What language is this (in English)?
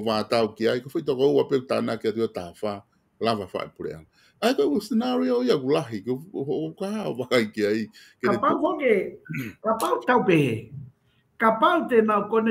Tongan